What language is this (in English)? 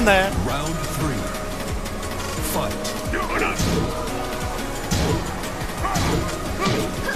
Korean